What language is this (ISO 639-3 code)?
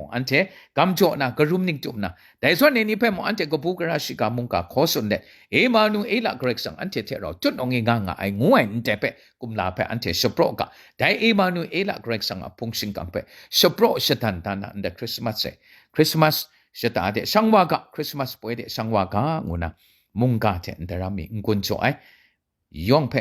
kac